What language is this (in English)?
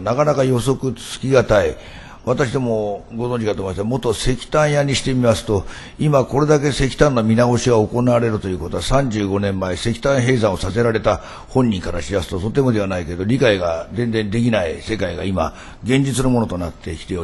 Japanese